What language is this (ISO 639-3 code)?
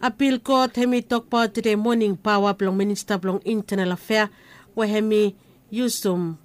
bis